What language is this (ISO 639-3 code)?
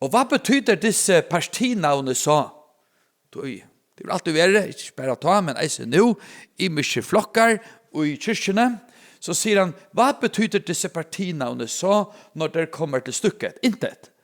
fao